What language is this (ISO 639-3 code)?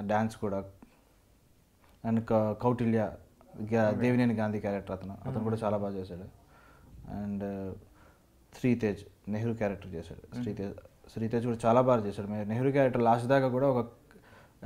tel